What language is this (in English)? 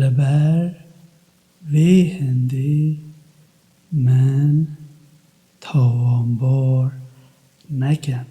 Kurdish